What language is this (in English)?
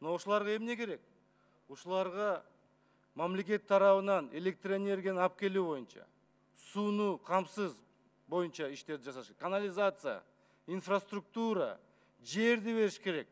Kyrgyz